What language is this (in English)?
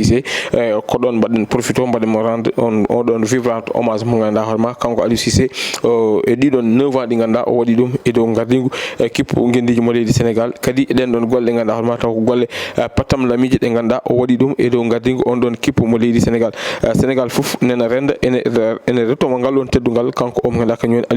Fula